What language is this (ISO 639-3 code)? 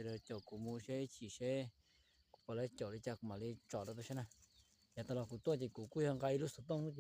hmn